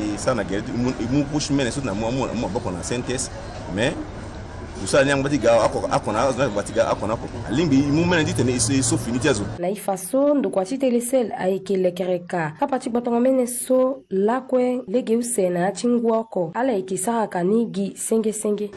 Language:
Sango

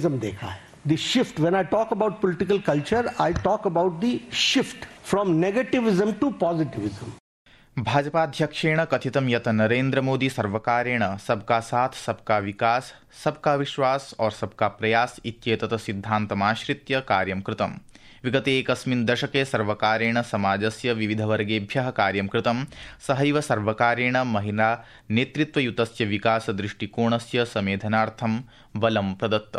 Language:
Sanskrit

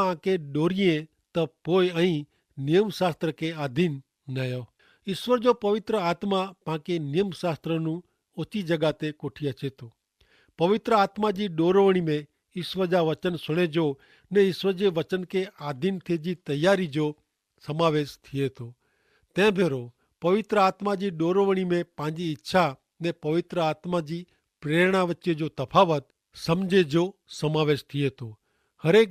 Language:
Kachhi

